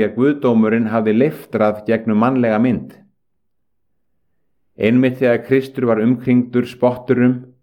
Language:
Icelandic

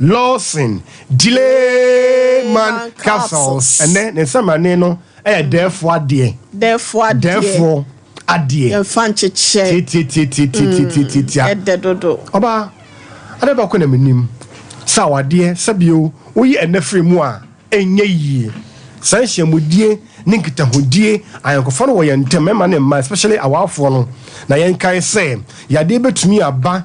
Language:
Akan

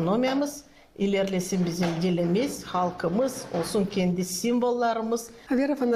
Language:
Gagauz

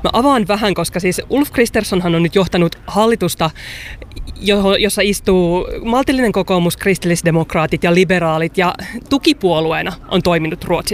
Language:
Finnish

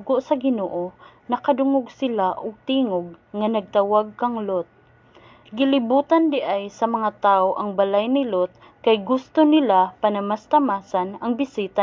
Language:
Cebuano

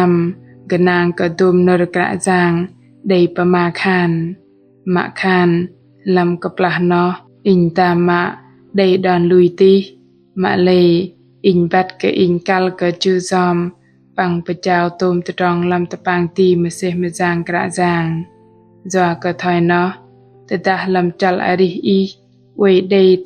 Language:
Bahnar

